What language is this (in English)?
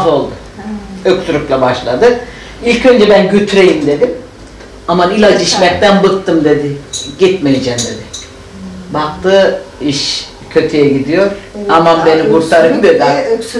Turkish